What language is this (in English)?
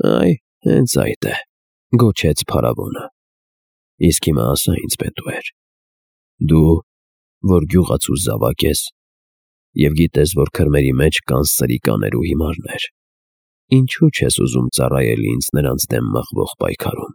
Armenian